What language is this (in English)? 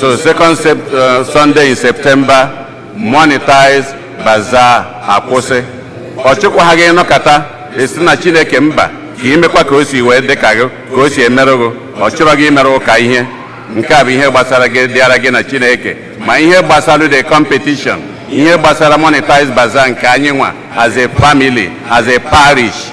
Igbo